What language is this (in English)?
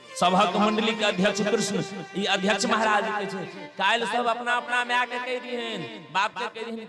Maithili